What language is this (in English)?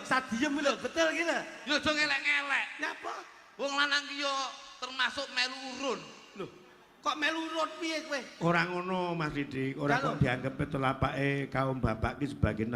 Javanese